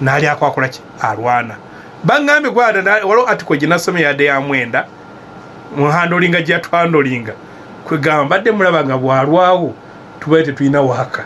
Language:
Ganda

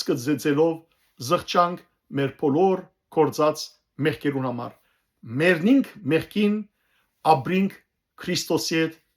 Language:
Western Armenian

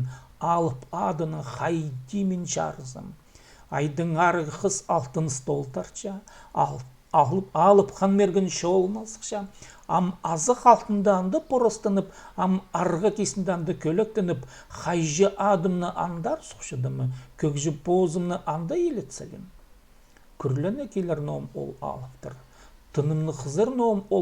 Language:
Khakas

